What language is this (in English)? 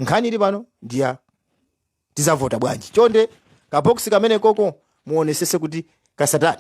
Nyanja